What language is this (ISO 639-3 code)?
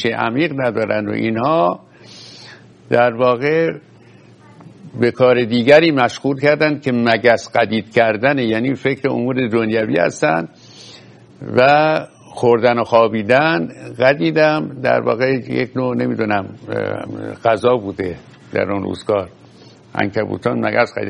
fas